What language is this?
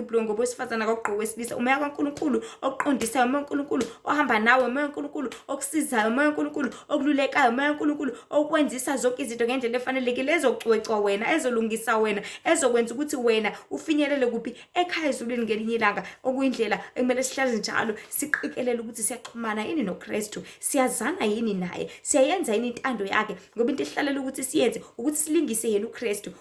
Zulu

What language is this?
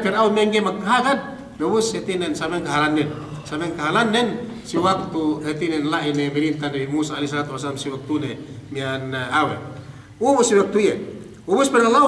Yakan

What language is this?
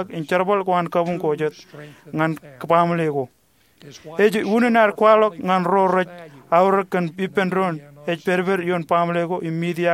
Marshallese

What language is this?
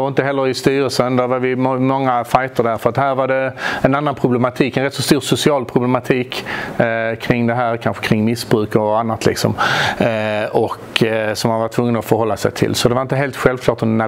Swedish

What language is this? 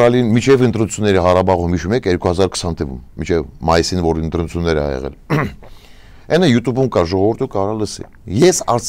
Armenian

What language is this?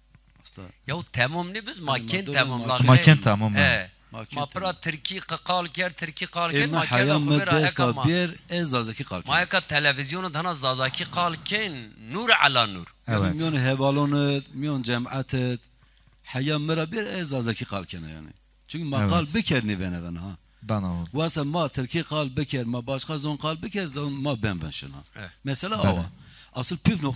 Zaza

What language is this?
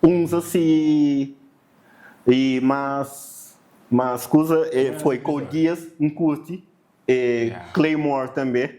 Kabuverdianu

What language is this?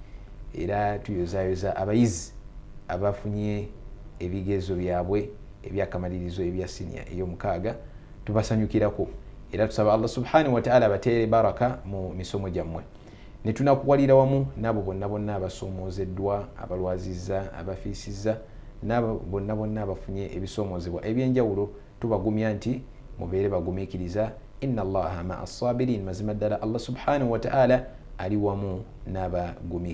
Ganda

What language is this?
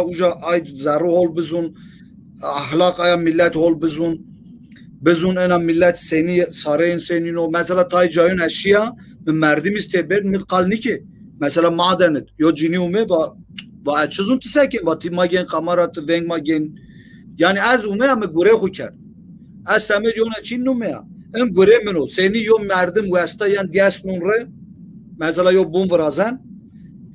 Zaza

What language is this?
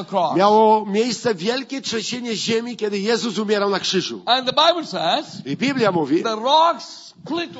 Polish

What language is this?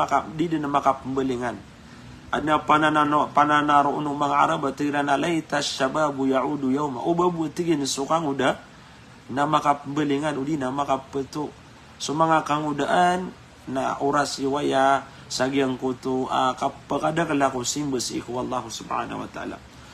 Maranao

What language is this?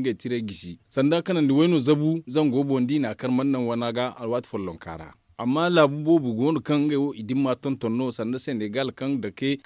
Zarma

